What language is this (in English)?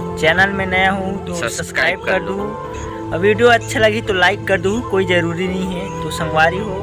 Chhattisgarhi